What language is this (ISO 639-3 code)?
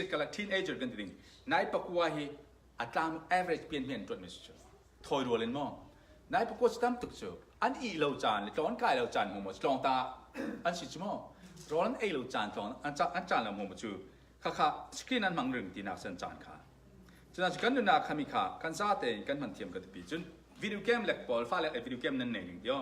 cfm